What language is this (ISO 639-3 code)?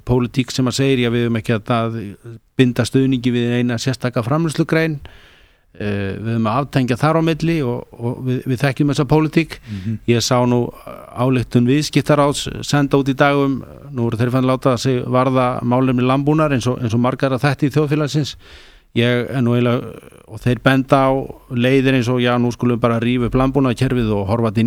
isl